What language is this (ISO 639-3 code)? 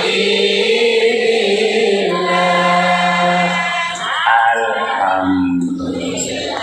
sas